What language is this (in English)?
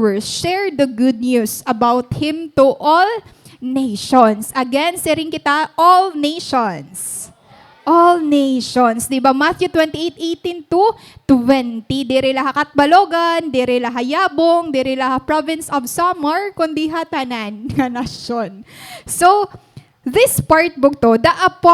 Waray